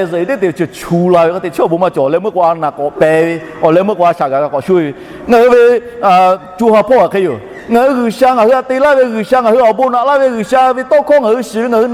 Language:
Lahu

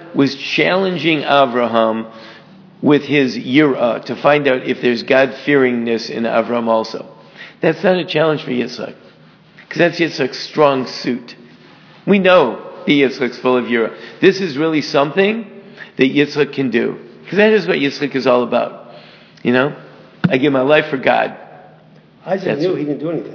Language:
English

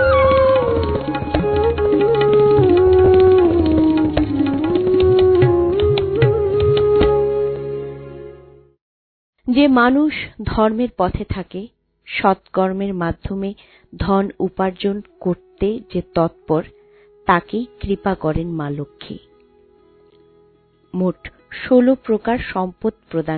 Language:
Bangla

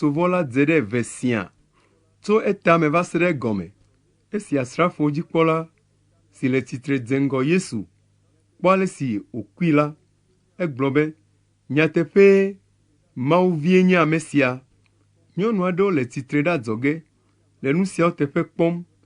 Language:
Ewe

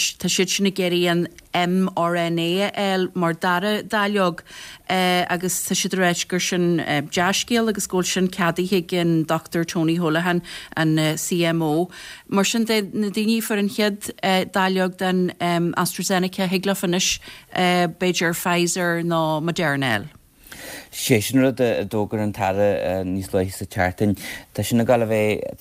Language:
Irish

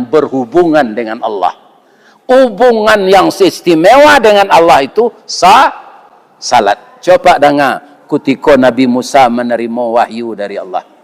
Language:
Minangkabau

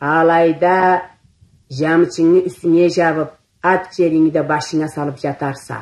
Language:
Karachay-Balkar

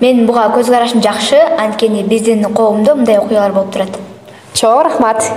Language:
Kyrgyz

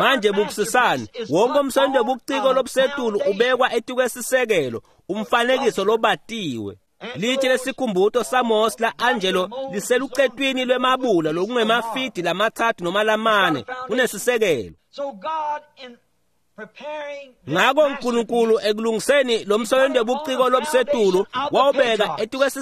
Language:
Swati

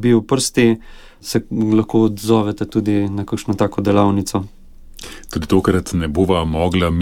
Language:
Slovenian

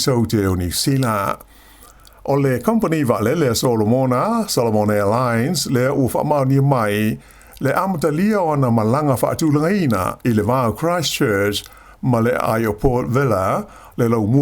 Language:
Samoan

